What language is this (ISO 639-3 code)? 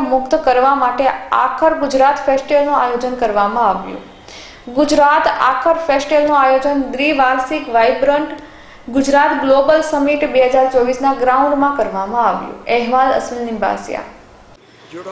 guj